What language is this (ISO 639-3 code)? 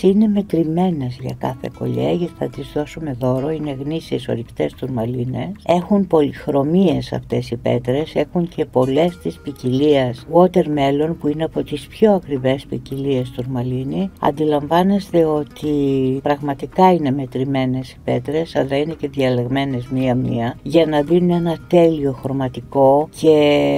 ell